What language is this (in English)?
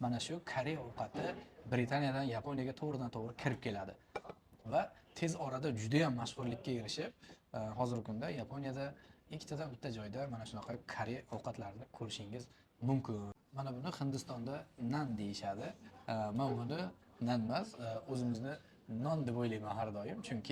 Uzbek